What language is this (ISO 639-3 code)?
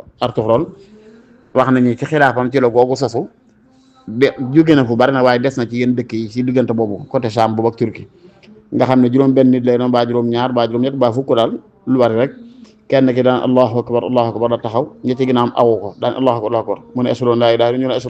wol